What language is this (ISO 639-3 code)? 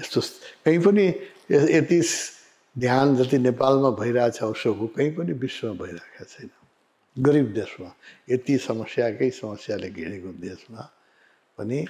nep